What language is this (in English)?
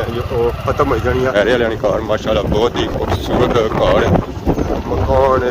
Pahari-Potwari